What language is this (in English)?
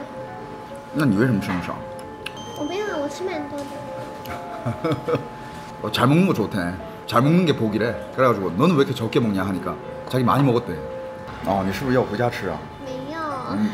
Korean